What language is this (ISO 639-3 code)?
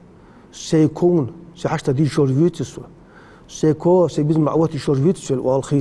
inh